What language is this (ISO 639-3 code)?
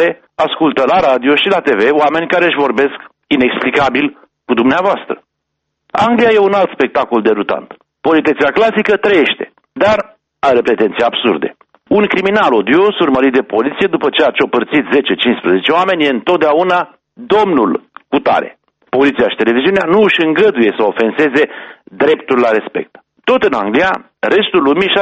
ron